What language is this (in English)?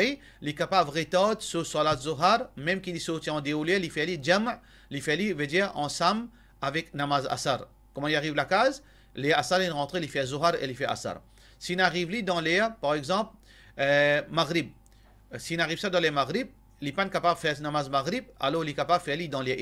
Morisyen